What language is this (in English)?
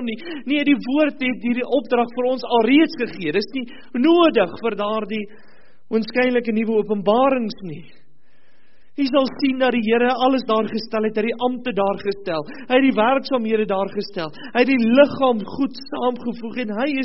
Afrikaans